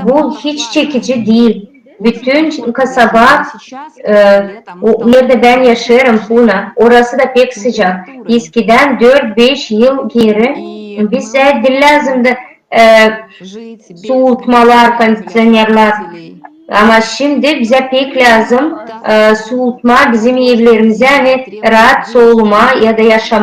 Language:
Gagauz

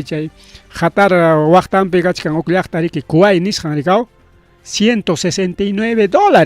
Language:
Ayacucho Quechua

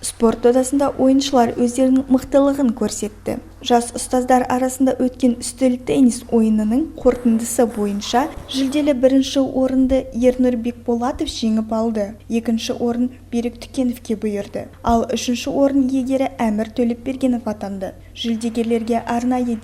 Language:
Kazakh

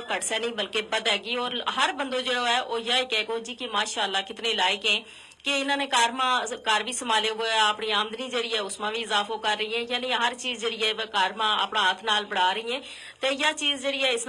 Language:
Gujari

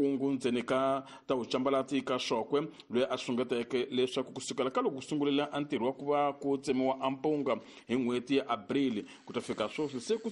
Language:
Tsonga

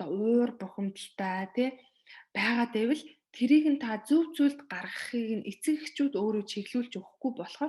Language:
Mongolian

